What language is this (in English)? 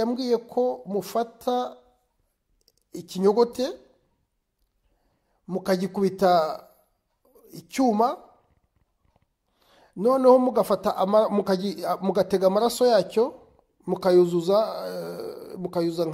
Kinyarwanda